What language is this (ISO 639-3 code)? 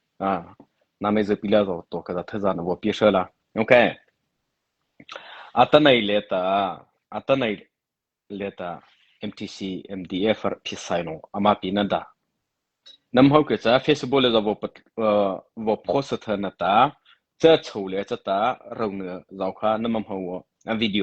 mrh